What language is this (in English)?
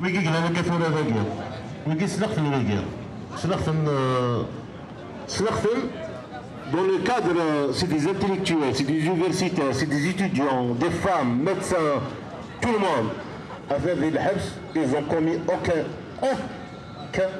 Kabyle